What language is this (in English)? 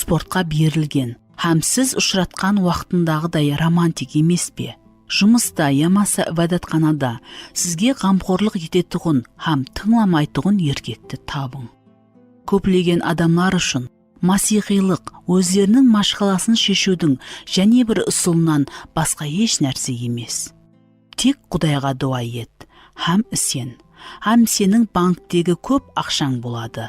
Kara-Kalpak